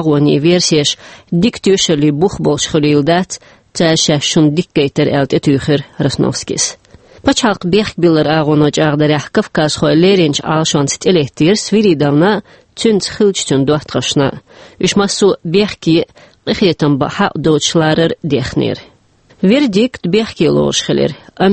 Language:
Chechen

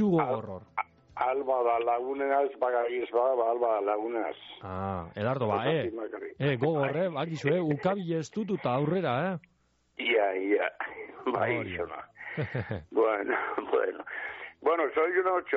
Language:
Basque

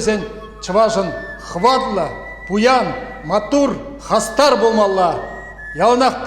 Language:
Chuvash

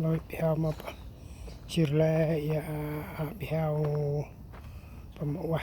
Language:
Central Mnong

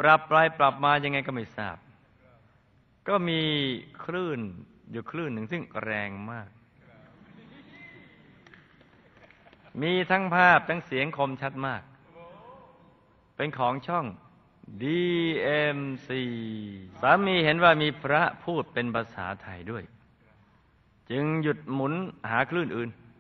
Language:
Thai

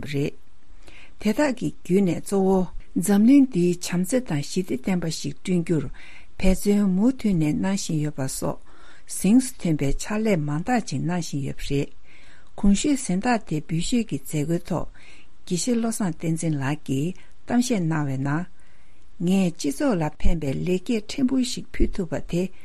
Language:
Tibetan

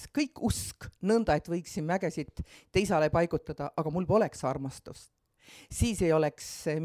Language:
Estonian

